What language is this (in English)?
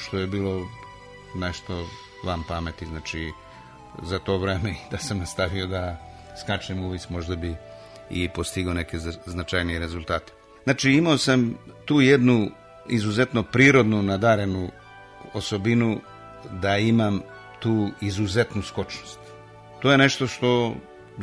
Serbian